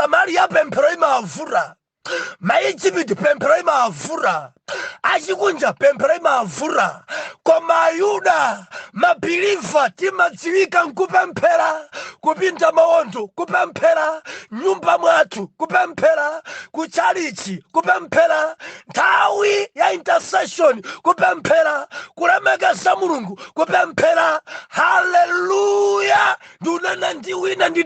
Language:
Nyanja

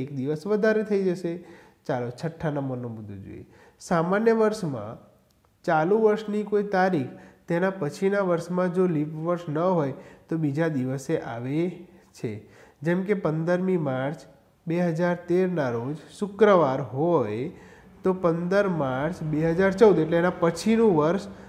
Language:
Gujarati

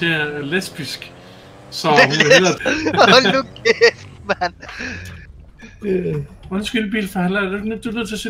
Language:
Danish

